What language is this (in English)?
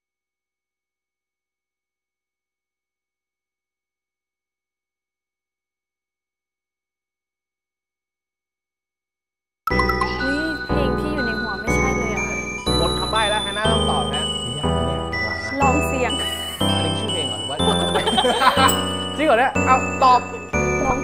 Thai